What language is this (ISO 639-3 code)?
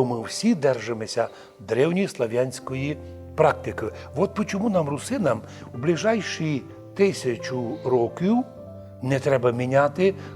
rue